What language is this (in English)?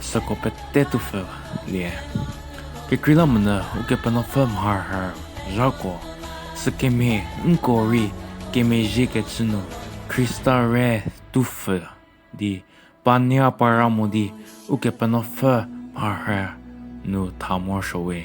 Angami Naga